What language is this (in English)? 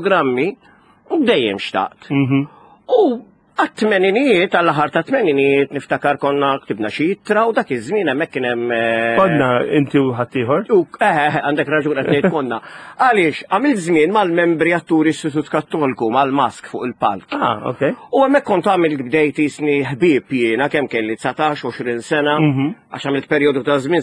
Maltese